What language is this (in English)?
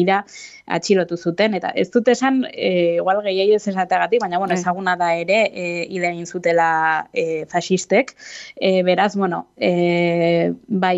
Basque